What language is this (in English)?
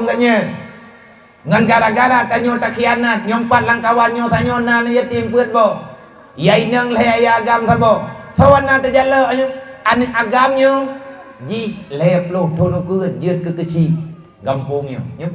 Achinese